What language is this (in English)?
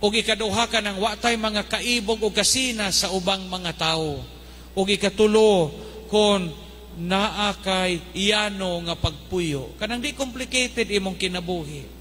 Cebuano